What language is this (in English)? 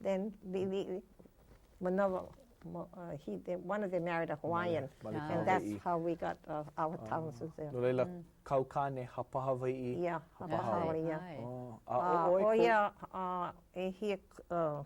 Hawaiian